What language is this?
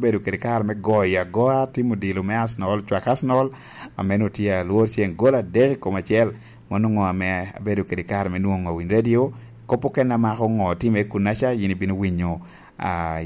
Lango (Uganda)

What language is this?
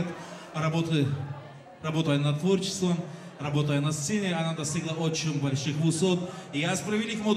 Tabassaran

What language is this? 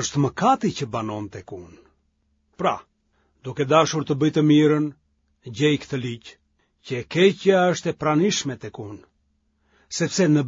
Albanian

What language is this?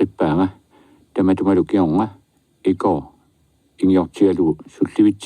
Kalaallisut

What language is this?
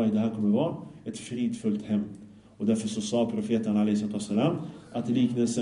Swedish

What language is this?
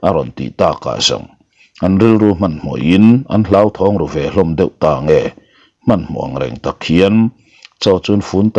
Mizo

